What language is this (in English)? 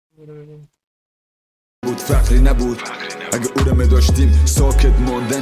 Persian